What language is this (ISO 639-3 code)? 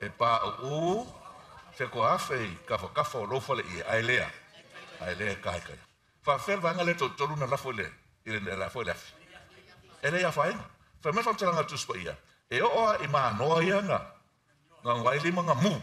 smo